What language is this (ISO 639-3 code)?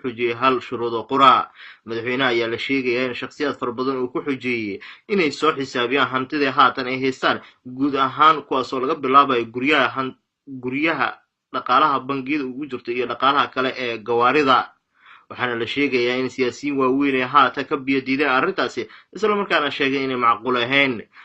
som